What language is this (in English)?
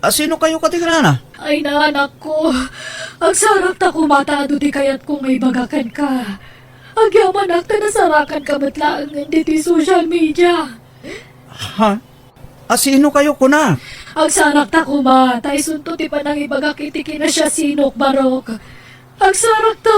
Iloko